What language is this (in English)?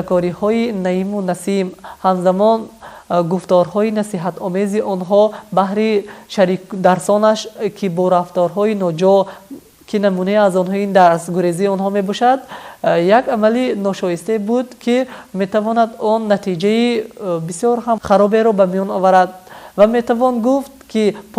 Tajik